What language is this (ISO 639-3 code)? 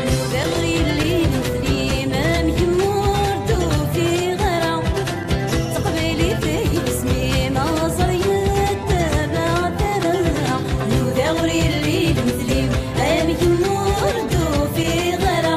kab